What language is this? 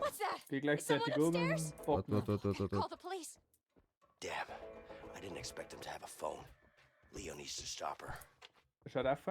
Bavarian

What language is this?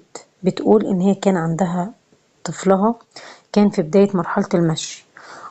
Egyptian Arabic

